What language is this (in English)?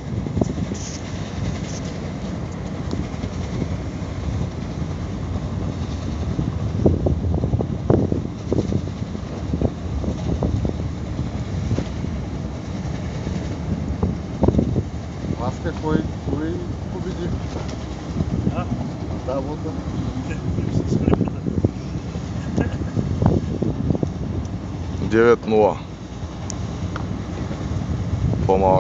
Bulgarian